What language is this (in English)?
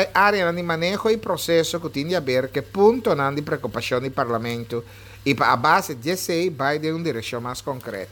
Papiamento